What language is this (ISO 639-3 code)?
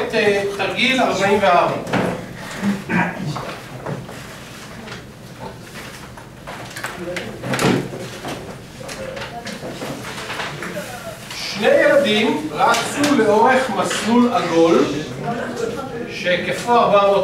heb